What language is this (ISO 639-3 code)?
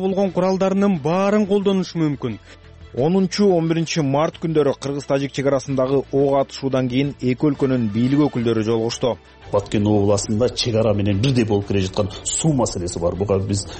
kir